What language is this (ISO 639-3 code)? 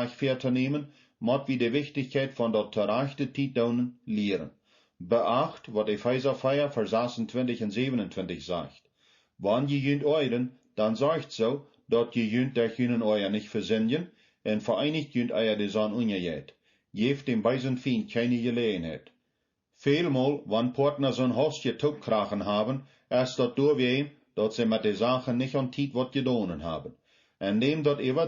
pdt